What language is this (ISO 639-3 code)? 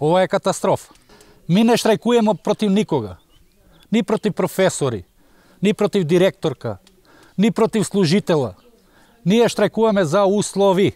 mkd